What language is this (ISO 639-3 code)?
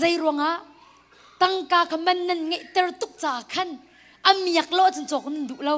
cnh